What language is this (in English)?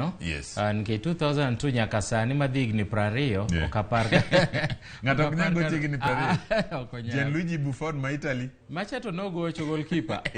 Luo (Kenya and Tanzania)